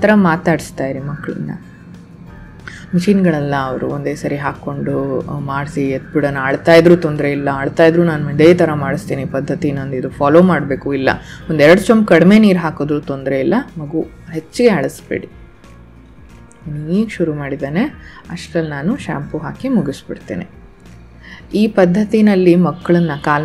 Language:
Kannada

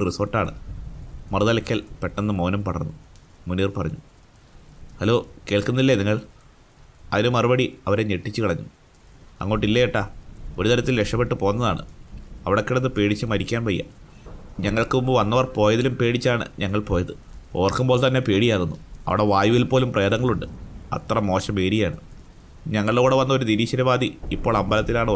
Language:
Malayalam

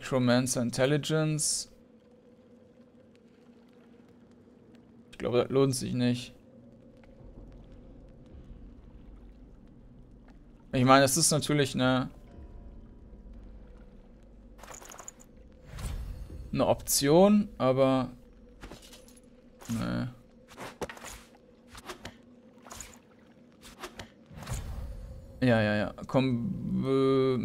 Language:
German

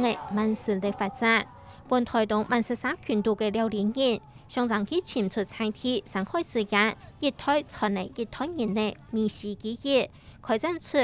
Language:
Hakka Chinese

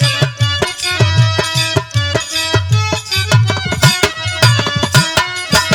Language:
Bhojpuri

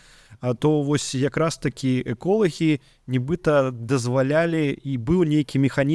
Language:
Belarusian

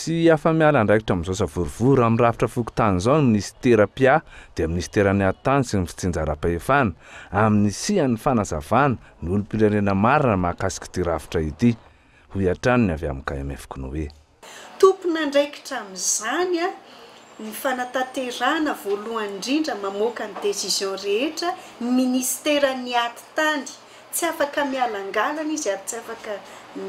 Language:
Malagasy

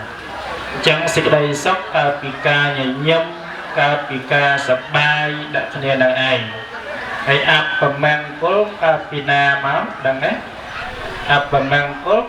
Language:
Khmer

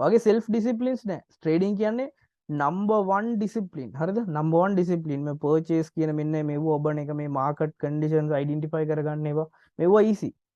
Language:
Sinhala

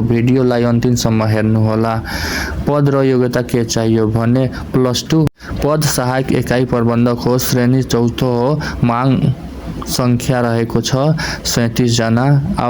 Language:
Nepali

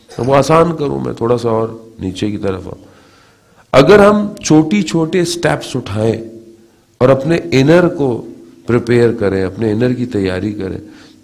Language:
Urdu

